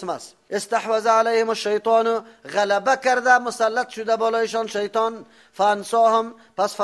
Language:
Persian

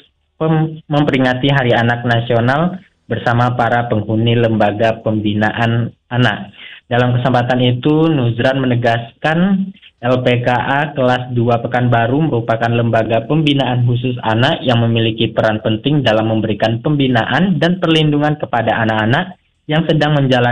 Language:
Indonesian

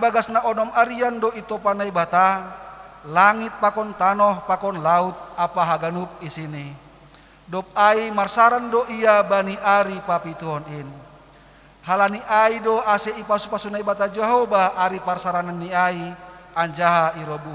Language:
Batak Simalungun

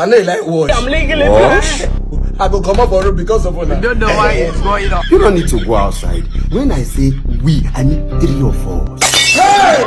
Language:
Nigerian Pidgin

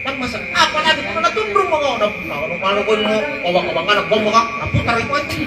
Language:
Makasar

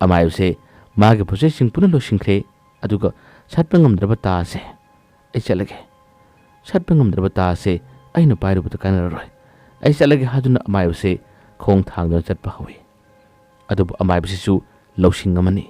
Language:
Manipuri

